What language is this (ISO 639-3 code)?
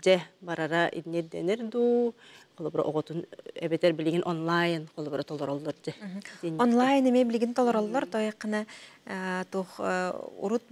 sah